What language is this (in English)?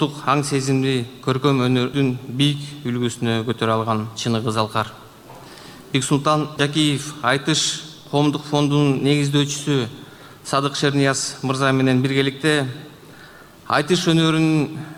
Kyrgyz